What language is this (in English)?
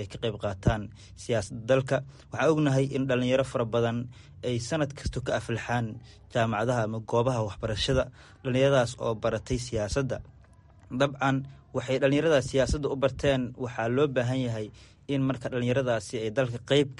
Somali